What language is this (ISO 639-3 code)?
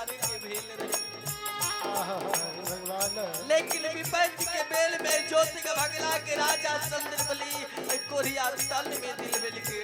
mai